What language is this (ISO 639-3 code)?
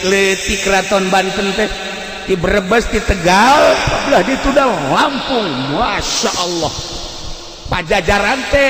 sun